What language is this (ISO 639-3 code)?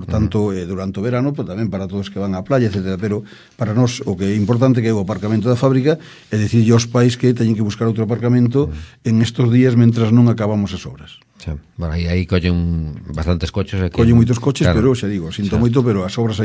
glg